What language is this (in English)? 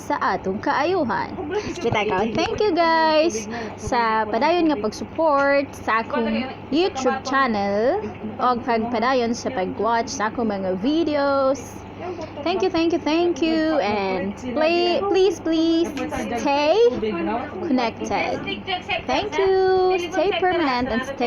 Cebuano